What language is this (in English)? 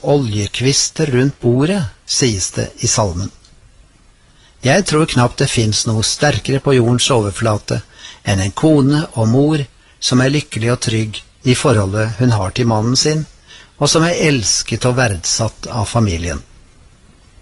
Norwegian